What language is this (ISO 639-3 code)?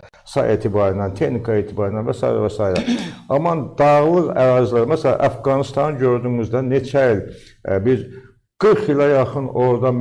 aze